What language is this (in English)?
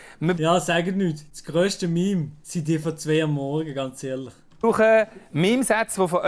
Swiss German